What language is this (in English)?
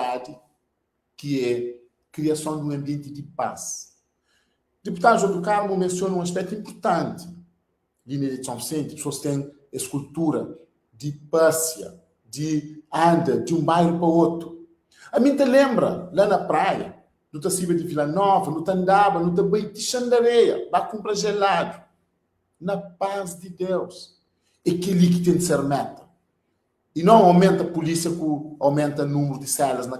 Kabuverdianu